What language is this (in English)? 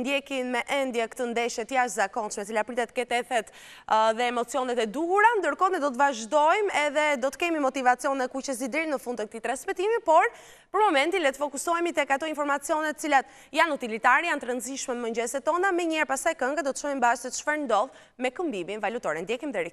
Albanian